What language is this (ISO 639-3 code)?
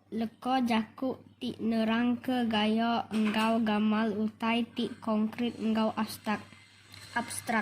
iba